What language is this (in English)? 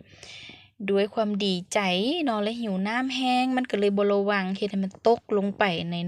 Lao